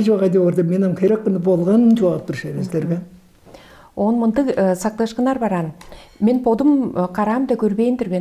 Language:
Tuvinian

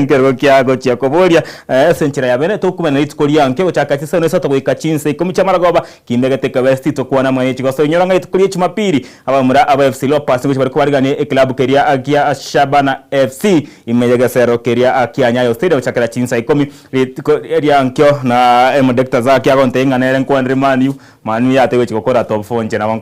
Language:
Gusii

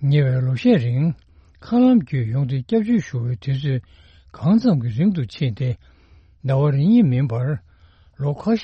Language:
Tibetan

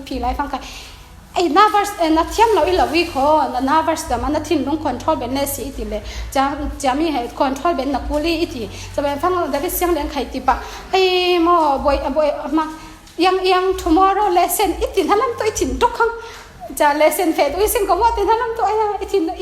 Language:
Falam Chin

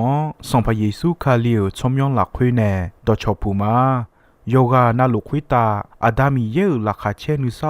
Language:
Akha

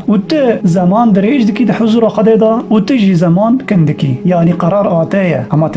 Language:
Kurdish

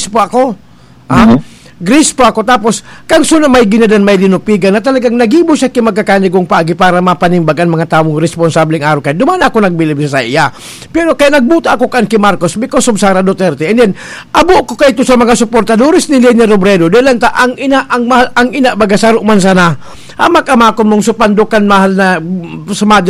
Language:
Bikol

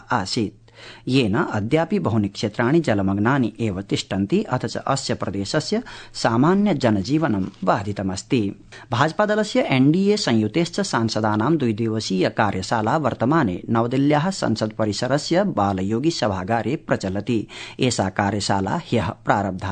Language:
Sanskrit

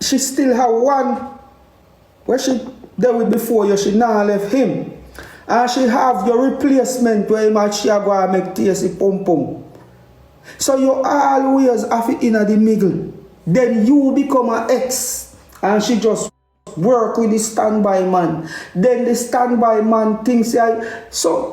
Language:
Jamaican Creole English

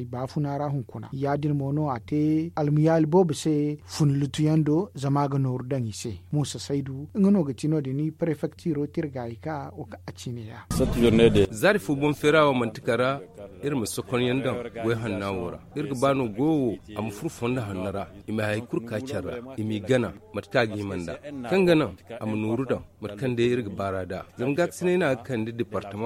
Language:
Zarma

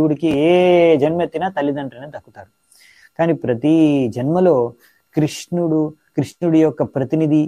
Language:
Telugu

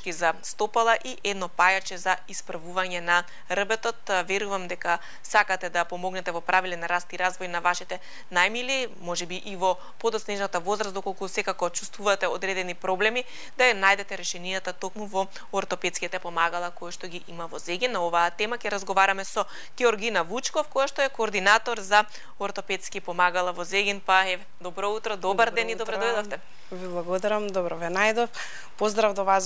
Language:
Macedonian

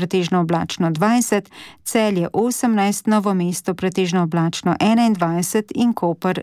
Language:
Slovenian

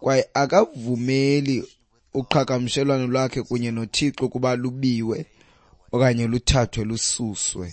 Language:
Xhosa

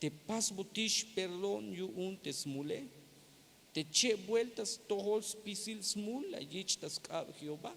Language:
Tzeltal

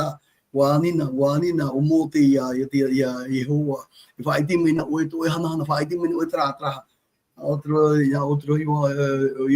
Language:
Tahitian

